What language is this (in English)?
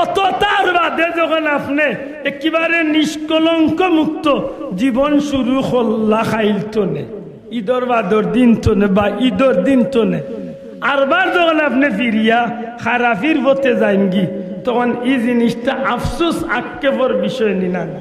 Sylheti